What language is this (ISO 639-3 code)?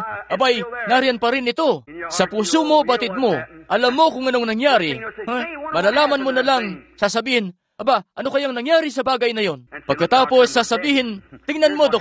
fil